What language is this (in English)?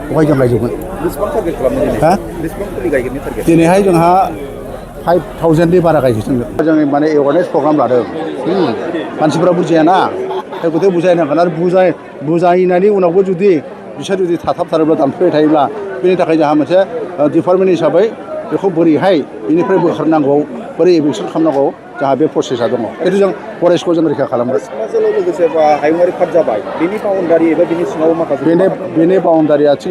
Bodo